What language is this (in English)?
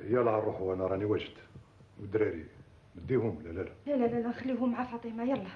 Algerian Arabic